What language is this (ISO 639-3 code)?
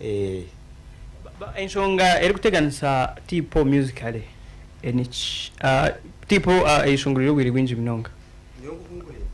nyn